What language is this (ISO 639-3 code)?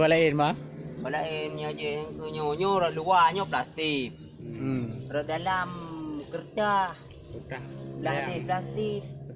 ace